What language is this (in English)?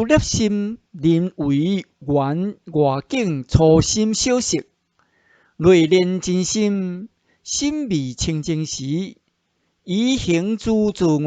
Min Nan Chinese